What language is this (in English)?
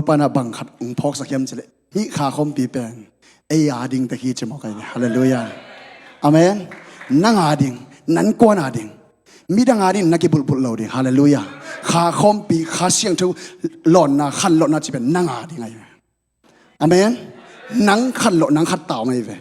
Tedim Chin